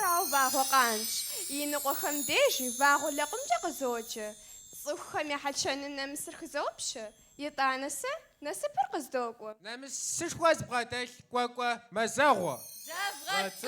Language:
Kabardian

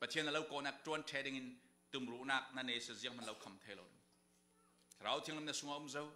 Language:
Falam Chin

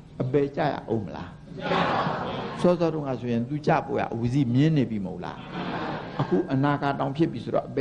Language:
Burmese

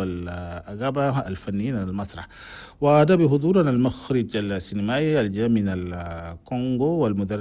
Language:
Chadian Arabic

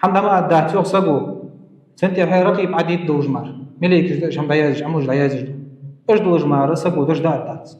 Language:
Ingush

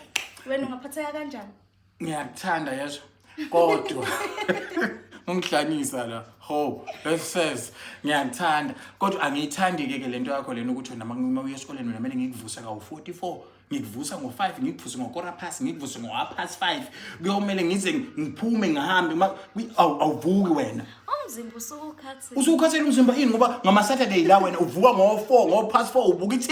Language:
Zulu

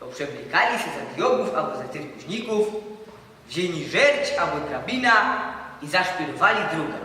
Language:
Silesian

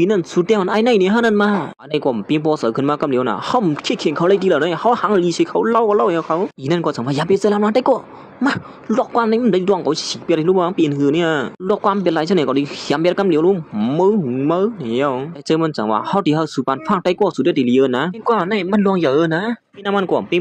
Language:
Shan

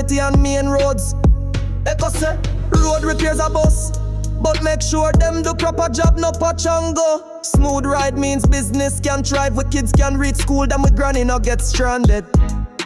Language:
Jamaican Creole English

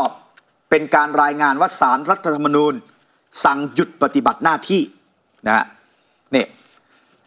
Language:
Thai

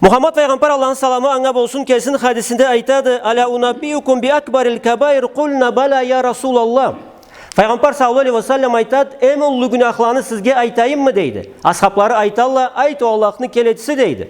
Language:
Karachay-Balkar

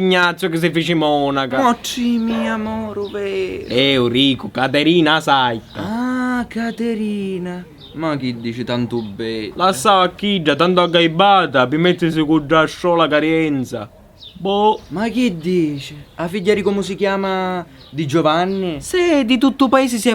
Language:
Sicilian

